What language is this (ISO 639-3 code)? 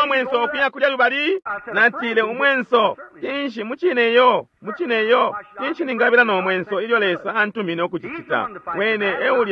bem